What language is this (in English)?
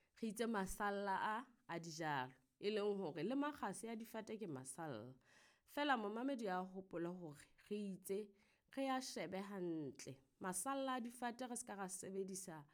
Southern Sotho